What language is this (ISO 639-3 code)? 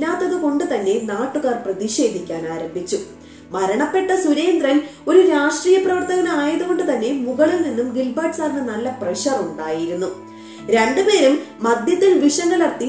mal